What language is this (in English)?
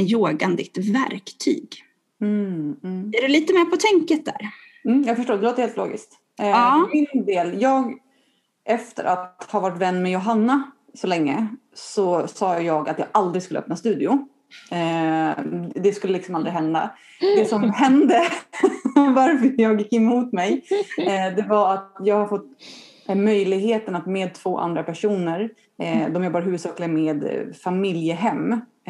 Swedish